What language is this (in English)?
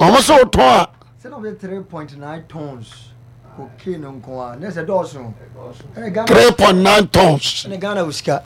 Akan